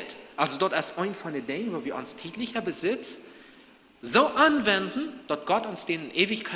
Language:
Plautdietsch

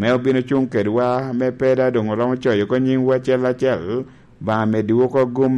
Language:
Lango (Uganda)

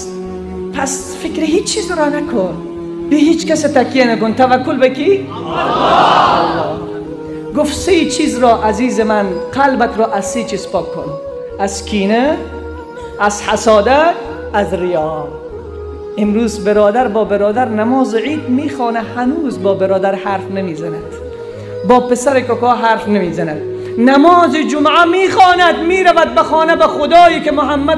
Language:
Persian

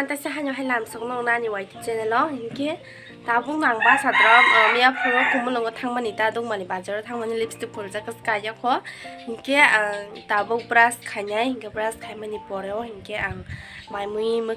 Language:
Kok Borok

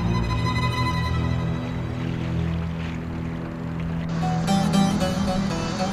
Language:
Turkish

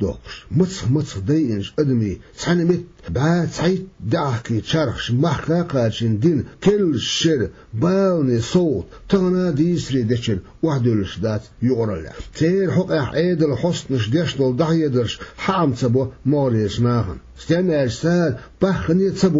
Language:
Chechen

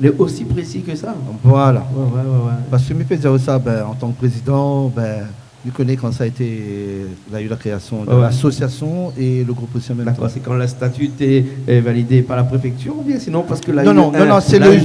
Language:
Réunion Creole French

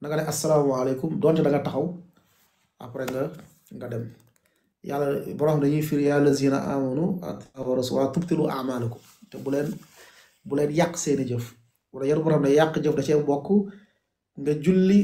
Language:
Wolof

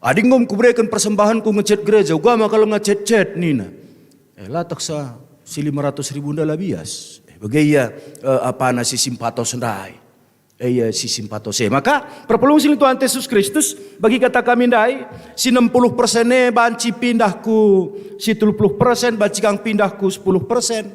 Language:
Batak Karo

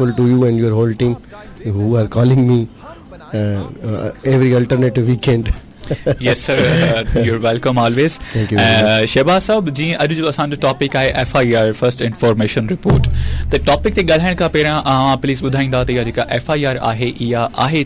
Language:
Sindhi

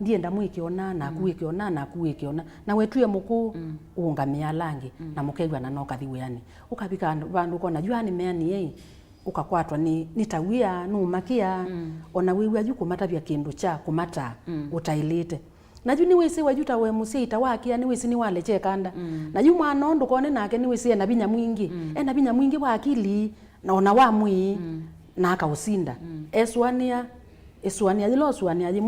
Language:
Kamba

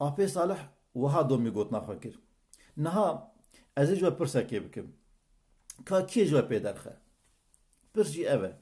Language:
Kurdish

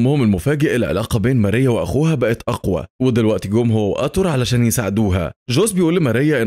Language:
Egyptian Arabic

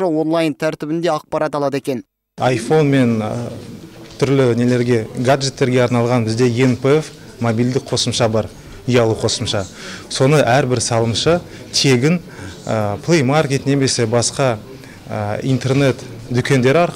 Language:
Kazakh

